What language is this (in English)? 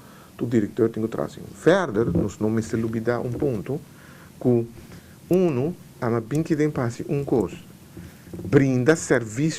Papiamento